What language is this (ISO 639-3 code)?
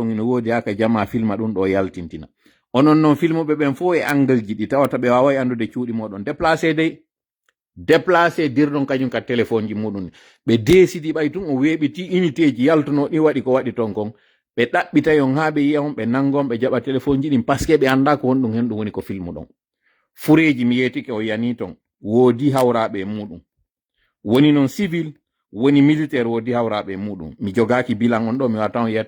fuf